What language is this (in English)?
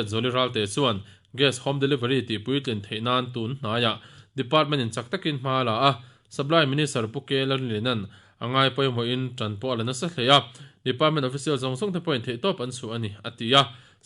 Mizo